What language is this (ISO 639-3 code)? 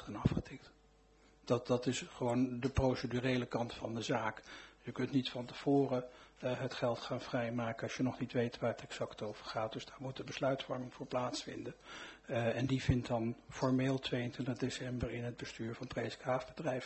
nld